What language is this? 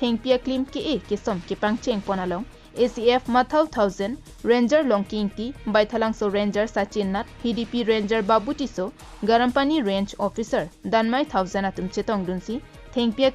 Karbi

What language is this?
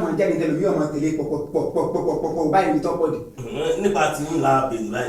Yoruba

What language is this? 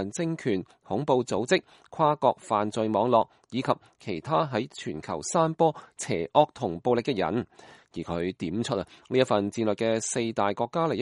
Cantonese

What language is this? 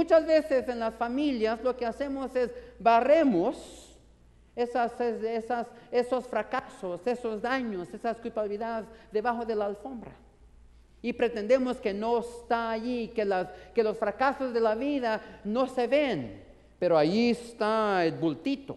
Spanish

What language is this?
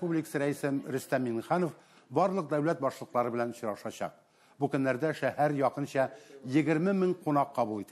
Tatar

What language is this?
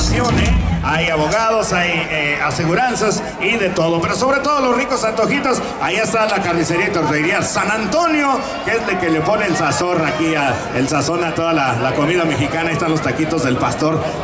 Spanish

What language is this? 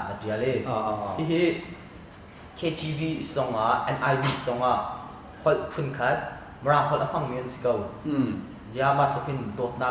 Hakha Chin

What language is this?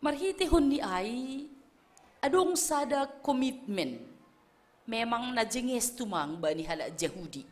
Batak Simalungun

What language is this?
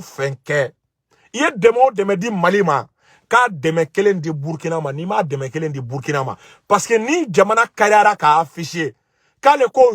Bambara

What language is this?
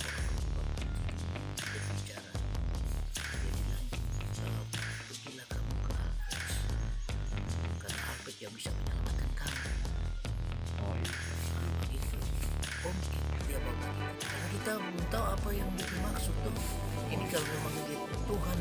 Indonesian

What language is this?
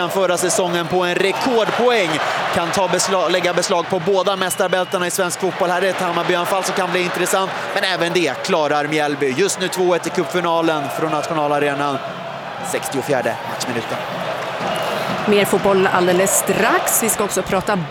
Swedish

